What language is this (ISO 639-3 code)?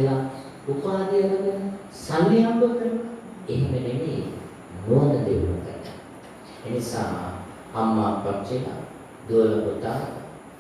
sin